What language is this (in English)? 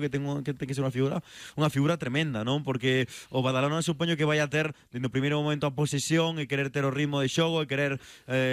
Galician